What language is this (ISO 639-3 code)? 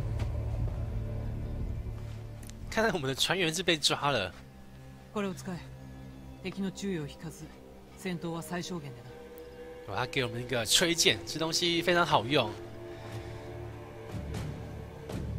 zho